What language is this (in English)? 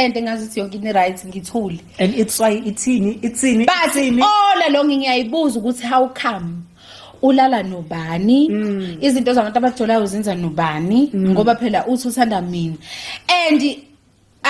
Zulu